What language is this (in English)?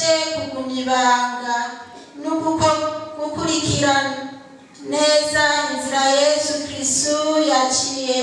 Rundi